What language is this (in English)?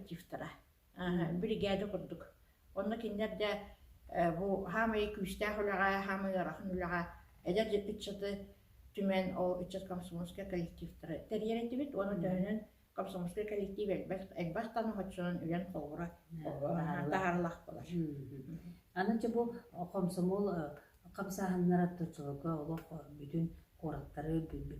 Yakut